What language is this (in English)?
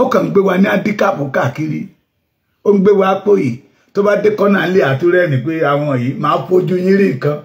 Yoruba